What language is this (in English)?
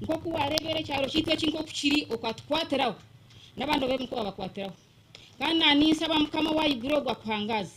Nyankole